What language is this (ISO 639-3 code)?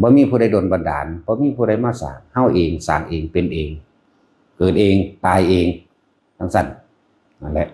tts